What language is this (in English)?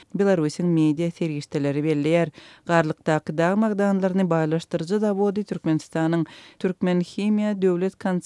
Turkmen